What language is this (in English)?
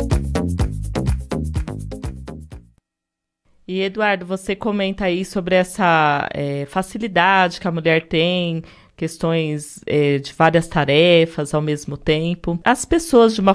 Portuguese